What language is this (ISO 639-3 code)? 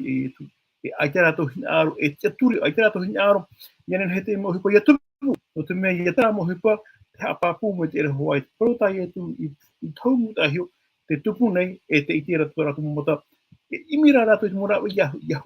tah